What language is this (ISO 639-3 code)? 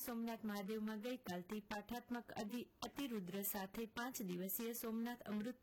guj